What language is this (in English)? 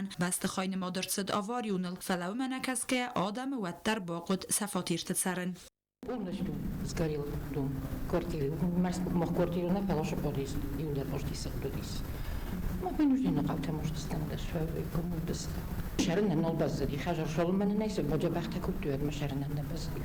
Ossetic